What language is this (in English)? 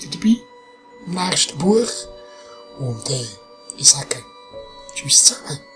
Swiss German